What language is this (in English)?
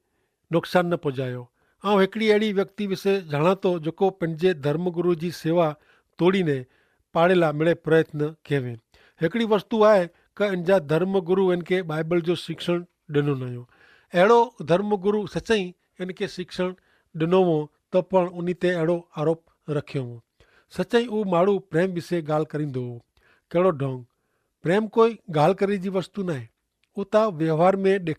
Kachhi